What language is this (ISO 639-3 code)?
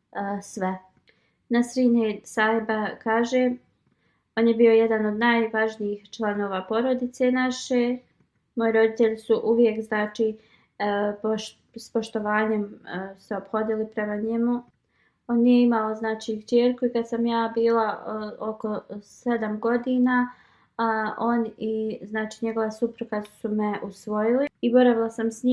bos